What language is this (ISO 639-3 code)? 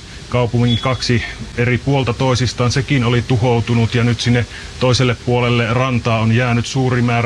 fin